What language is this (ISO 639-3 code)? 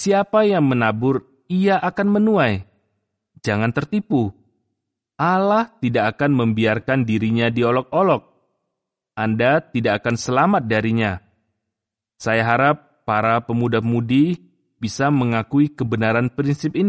ind